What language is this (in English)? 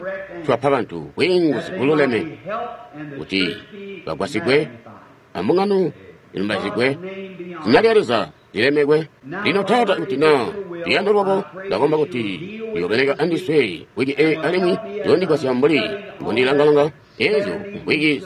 Tonga (Zambia)